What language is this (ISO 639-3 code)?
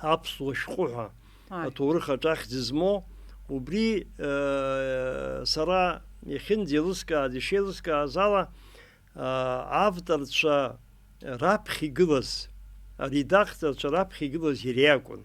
abk